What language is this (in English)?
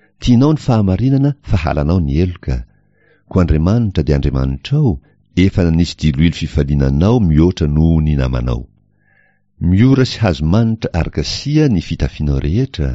Malagasy